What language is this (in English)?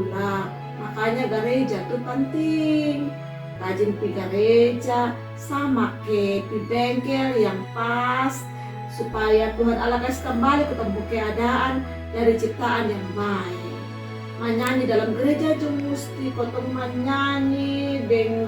Kupang Malay